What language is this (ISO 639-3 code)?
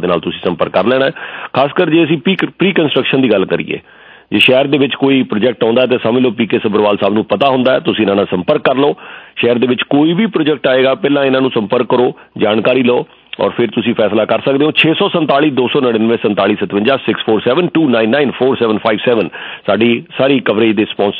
pan